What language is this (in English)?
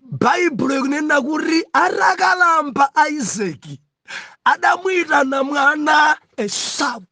Nyanja